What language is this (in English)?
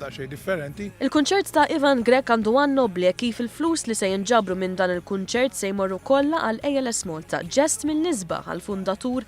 Maltese